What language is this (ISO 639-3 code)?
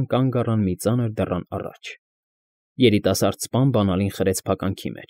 hye